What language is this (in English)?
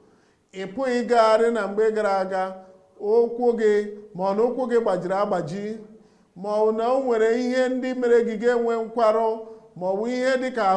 Igbo